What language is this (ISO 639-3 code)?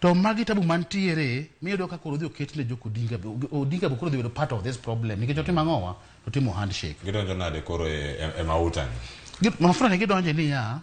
luo